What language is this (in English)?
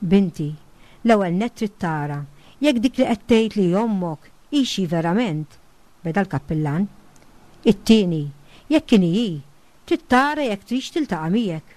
Maltese